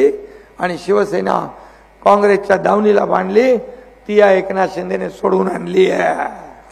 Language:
Marathi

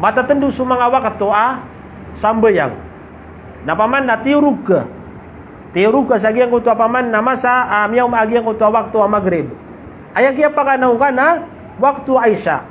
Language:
Maranao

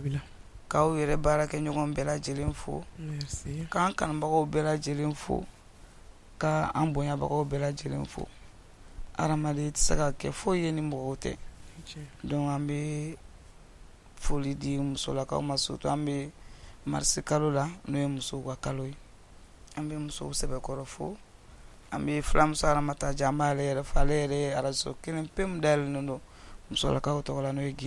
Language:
Bambara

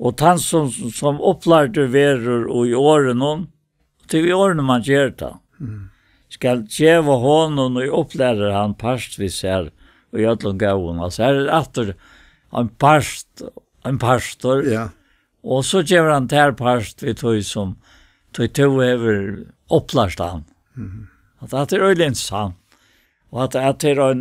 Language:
Faroese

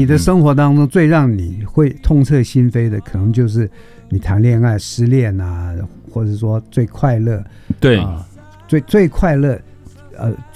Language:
Chinese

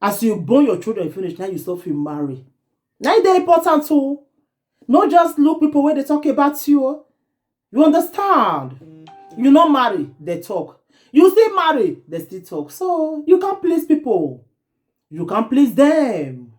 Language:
Nigerian Pidgin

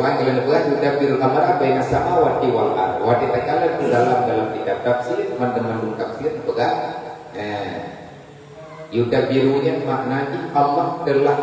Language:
Achinese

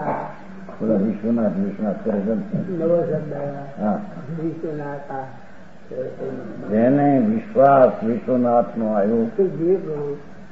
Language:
Gujarati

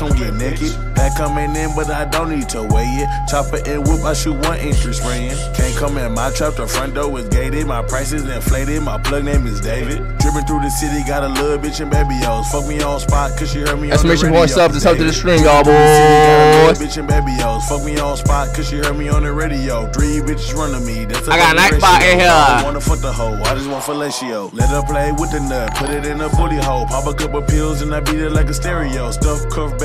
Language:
English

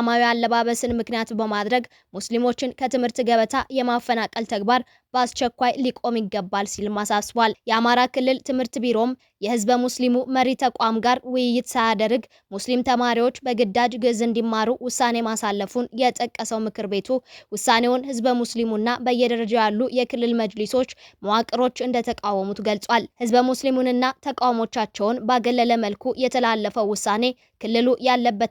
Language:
Amharic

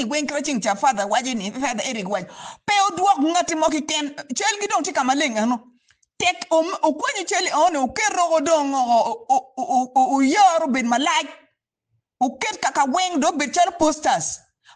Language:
Acoli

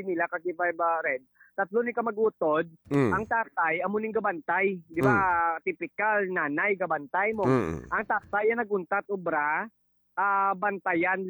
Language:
Hiligaynon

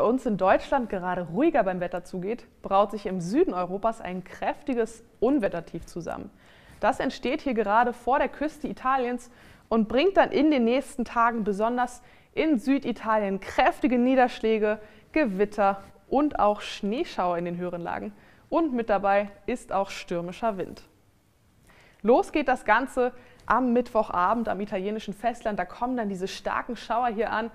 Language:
German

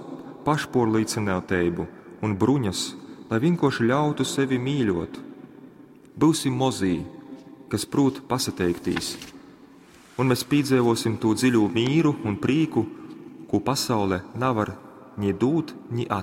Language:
Latgalian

